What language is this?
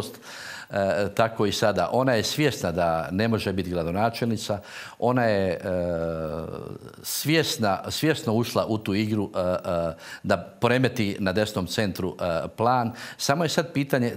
Croatian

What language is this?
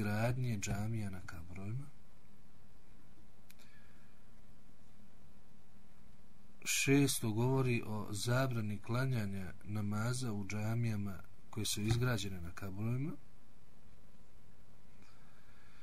Bosnian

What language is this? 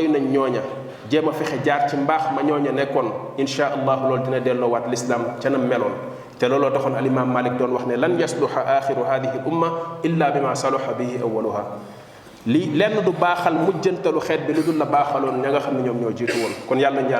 Wolof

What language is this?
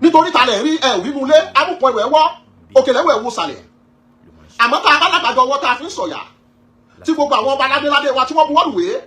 Yoruba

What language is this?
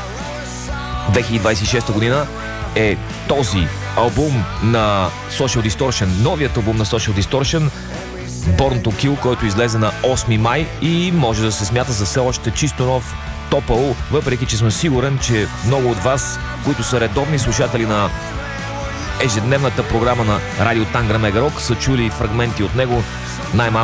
Bulgarian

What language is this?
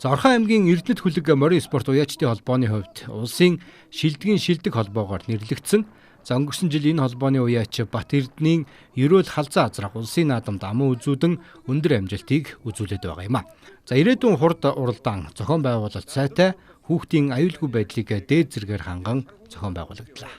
Mongolian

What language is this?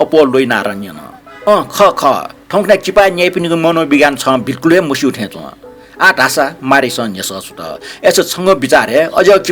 Newari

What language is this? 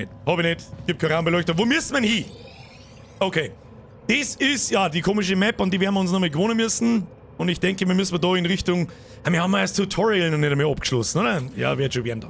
Bavarian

